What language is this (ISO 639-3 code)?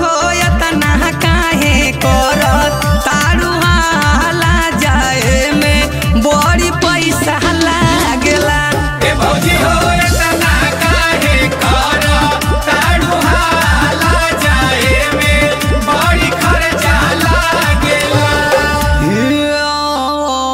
bho